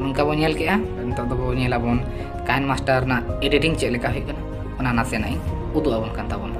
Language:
Santali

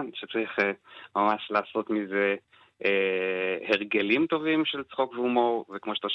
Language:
Hebrew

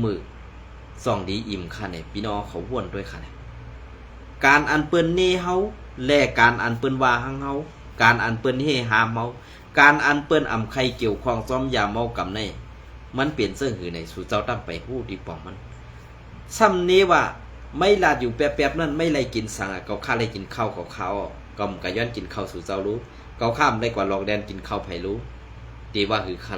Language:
Shan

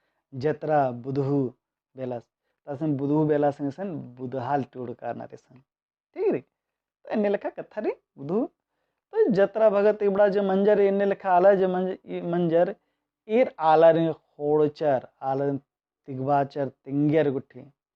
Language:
Kurukh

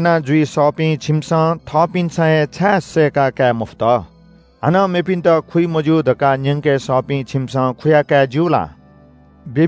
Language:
Newari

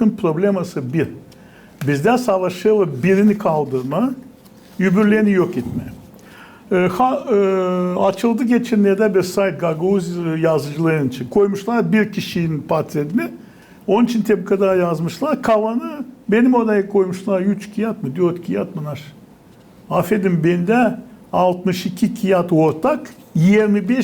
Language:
Gagauz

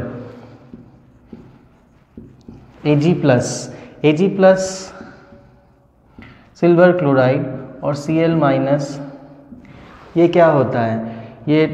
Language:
Hindi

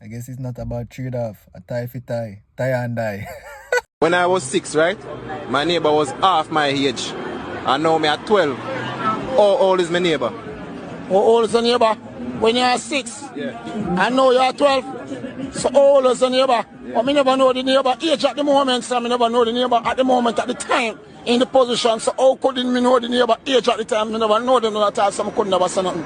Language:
Jamaican Creole English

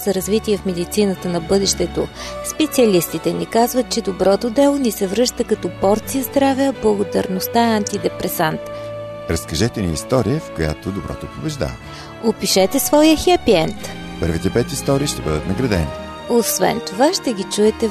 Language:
Bulgarian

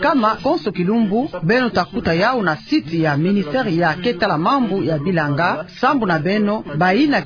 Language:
Kituba (Democratic Republic of Congo)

